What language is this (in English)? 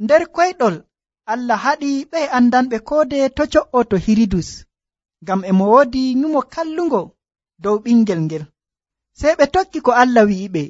Nigerian Fulfulde